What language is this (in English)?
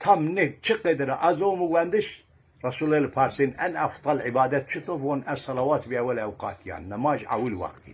Zaza